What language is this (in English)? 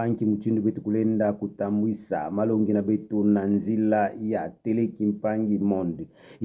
Kituba (Democratic Republic of Congo)